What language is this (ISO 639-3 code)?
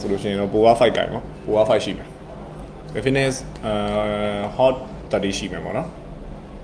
mya